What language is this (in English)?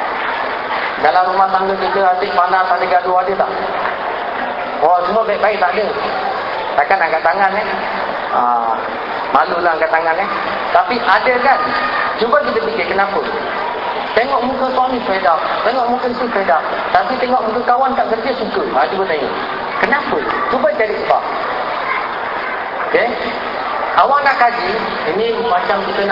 Malay